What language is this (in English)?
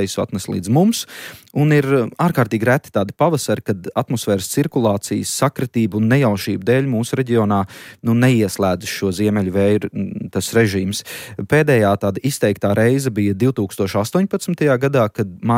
Latvian